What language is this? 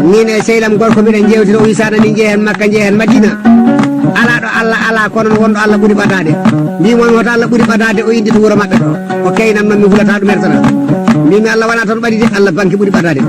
Fula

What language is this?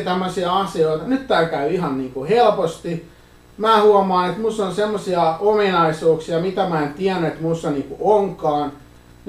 Finnish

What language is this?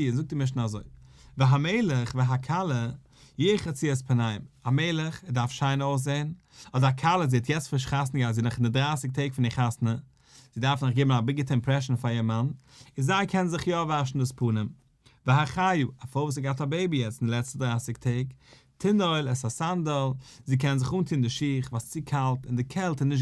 Yiddish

